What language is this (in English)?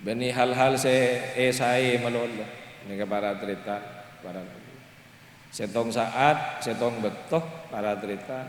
Madurese